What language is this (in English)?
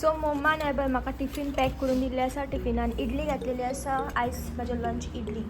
Konkani